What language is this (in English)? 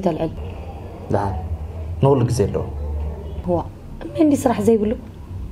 Tigrinya